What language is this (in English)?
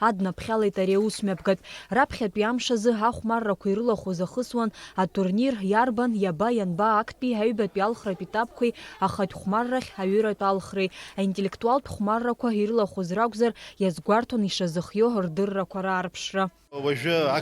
Abkhazian